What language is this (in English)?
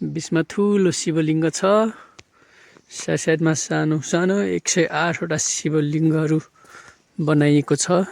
Nepali